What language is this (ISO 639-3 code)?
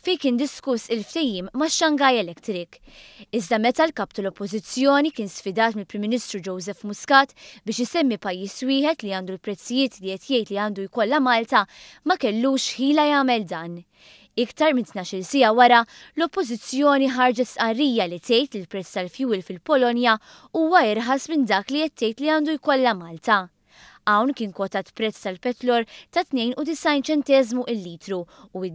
mlt